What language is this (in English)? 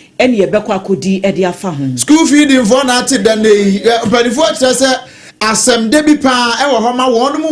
Akan